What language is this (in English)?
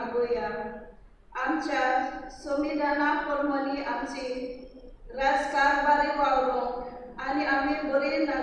Konkani